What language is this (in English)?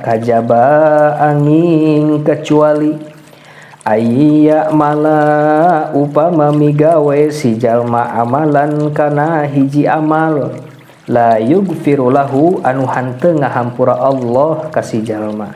Sundanese